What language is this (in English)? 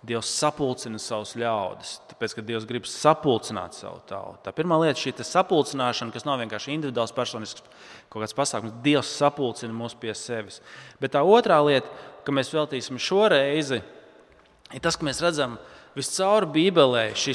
Latvian